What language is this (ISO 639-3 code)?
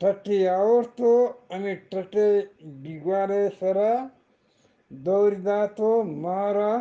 bgp